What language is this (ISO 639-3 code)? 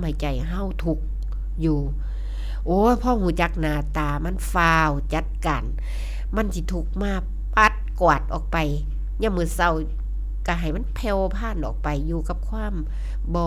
tts